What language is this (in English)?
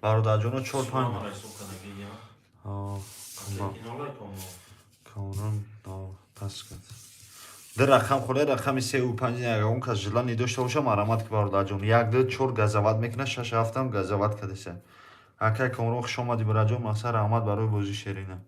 Tajik